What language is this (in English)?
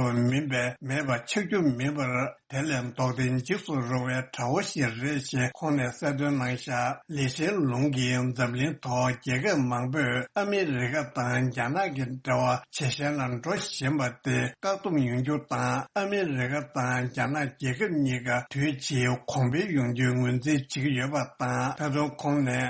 Tibetan